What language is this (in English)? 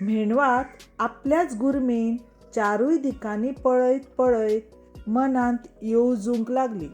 Konkani